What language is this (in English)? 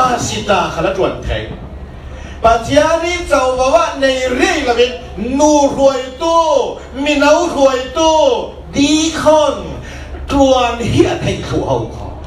Falam Chin